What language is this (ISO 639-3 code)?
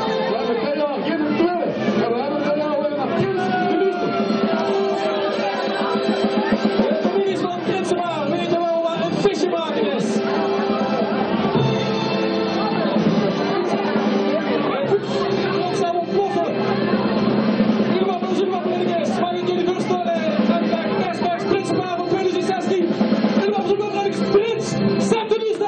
nld